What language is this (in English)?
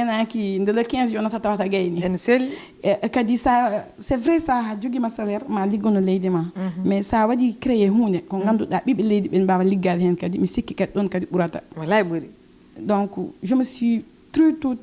Fula